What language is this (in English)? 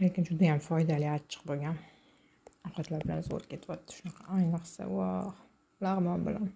Uzbek